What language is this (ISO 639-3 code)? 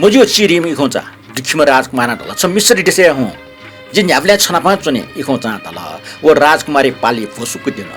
new